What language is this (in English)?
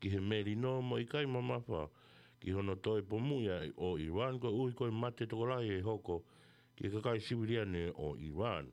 Tongan